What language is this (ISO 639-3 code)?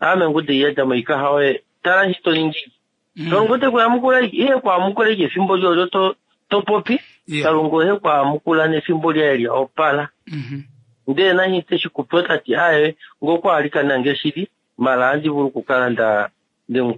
kua